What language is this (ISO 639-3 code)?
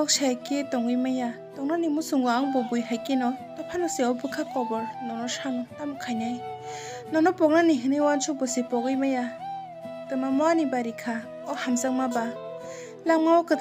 trp